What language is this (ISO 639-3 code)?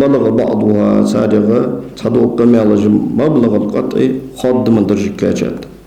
inh